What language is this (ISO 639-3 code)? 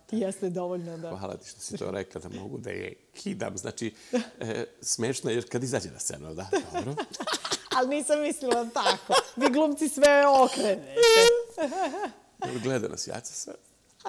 srp